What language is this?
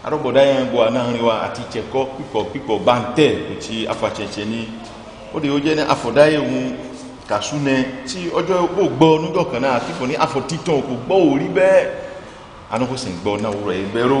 Ifè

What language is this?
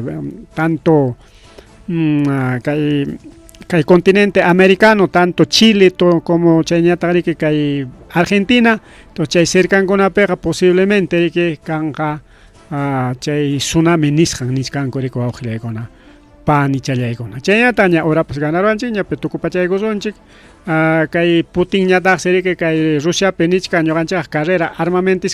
Ayacucho Quechua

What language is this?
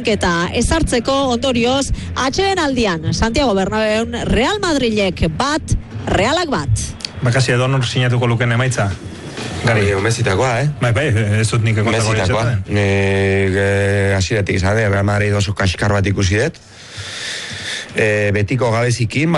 Basque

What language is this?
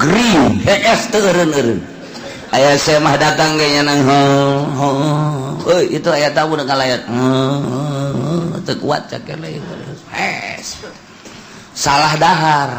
Sundanese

